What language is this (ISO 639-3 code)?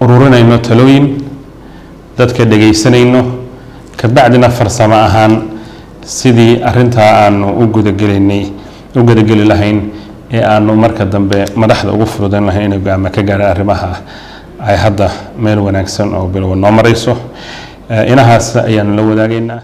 som